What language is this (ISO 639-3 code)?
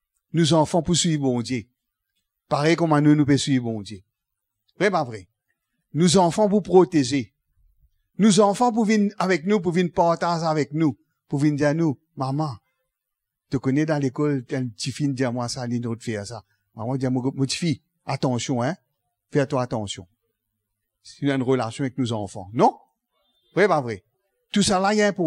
mfe